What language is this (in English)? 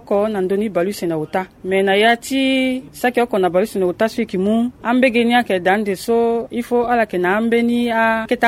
Sango